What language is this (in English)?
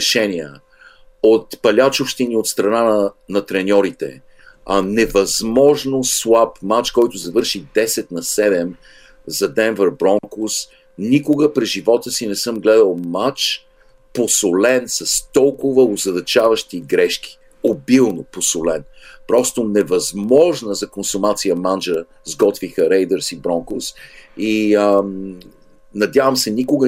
Bulgarian